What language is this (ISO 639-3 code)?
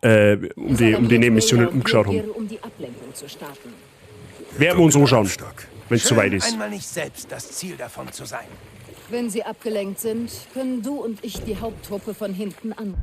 bar